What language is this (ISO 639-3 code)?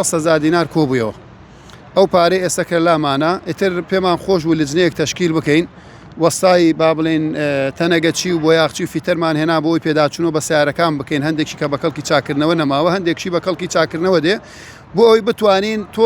ckb